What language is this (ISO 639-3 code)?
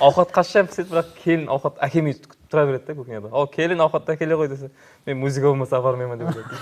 kaa